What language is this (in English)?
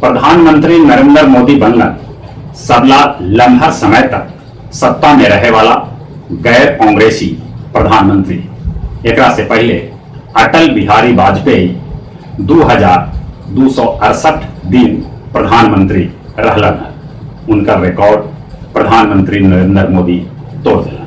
Magahi